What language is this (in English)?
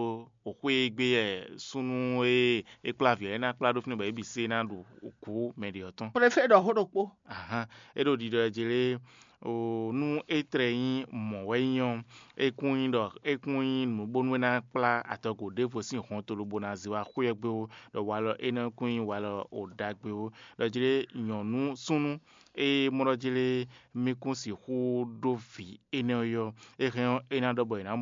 Fon